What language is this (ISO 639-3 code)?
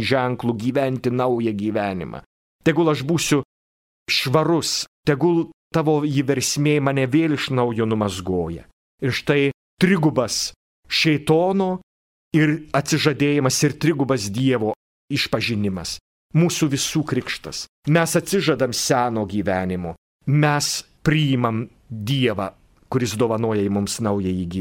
lit